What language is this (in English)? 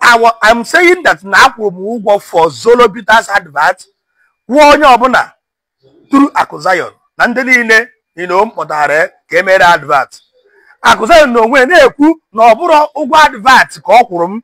Igbo